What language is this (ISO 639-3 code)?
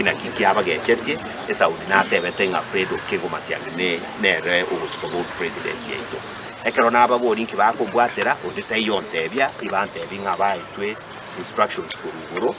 guz